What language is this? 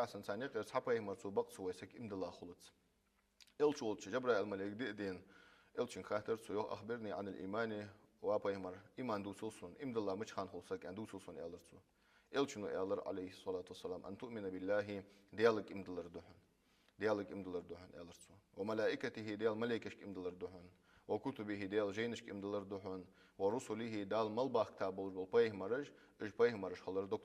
Ingush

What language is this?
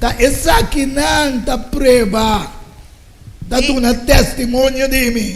Papiamento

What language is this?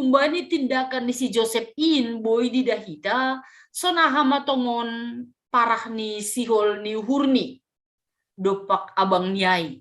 Batak Simalungun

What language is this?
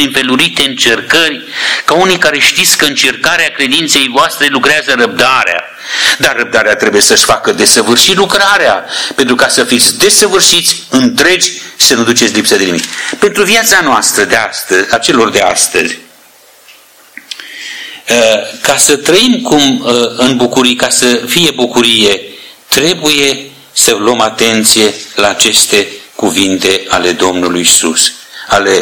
Romanian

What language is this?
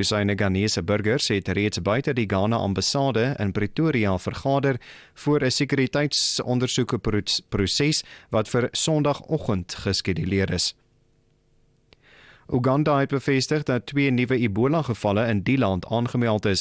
Afrikaans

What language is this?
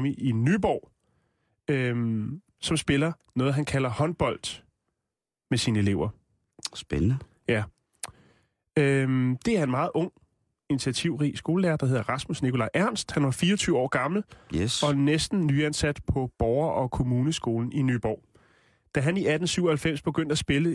Danish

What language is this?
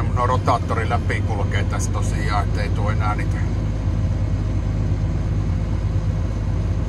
Finnish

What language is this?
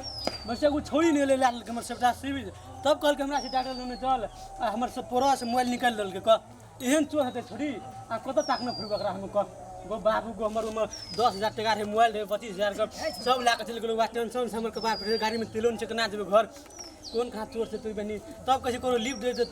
Maithili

